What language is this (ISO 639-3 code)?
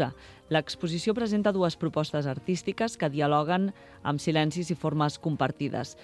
cat